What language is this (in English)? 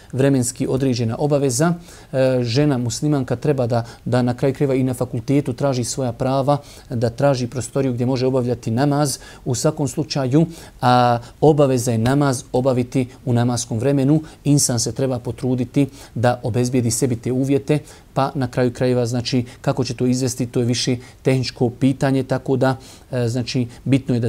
Bosnian